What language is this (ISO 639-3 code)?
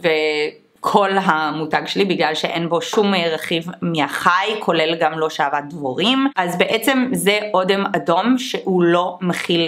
heb